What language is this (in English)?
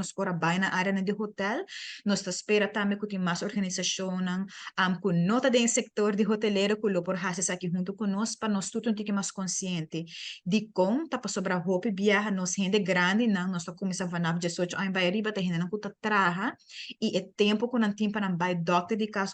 Papiamento